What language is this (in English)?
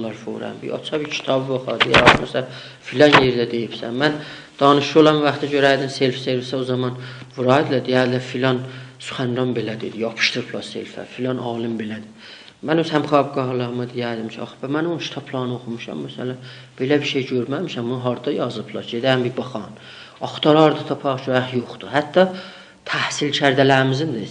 South Azerbaijani